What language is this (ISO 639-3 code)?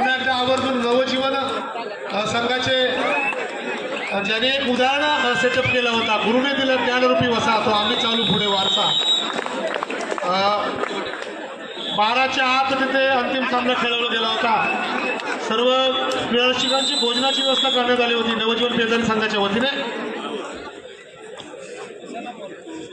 mar